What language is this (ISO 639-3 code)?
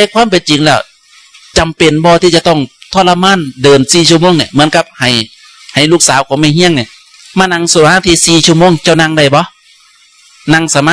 tts